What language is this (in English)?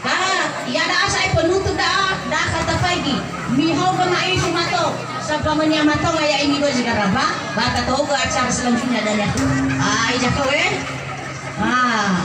Nias